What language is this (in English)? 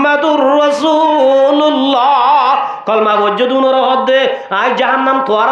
Rohingya